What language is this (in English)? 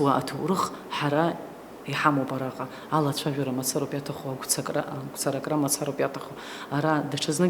Abkhazian